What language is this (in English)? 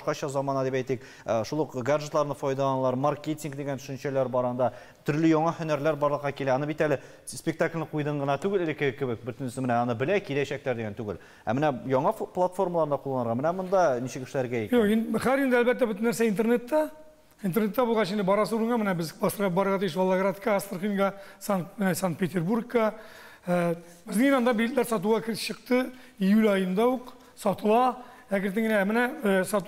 Tatar